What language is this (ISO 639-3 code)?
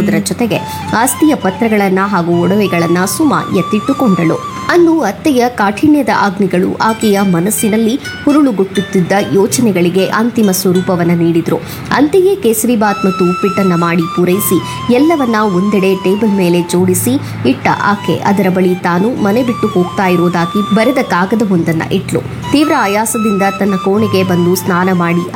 kan